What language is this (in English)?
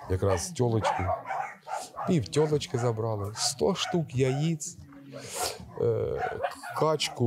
Ukrainian